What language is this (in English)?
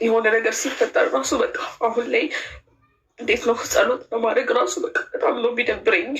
Amharic